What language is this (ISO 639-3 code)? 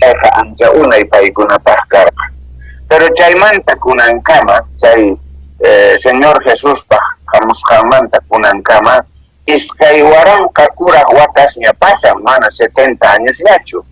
que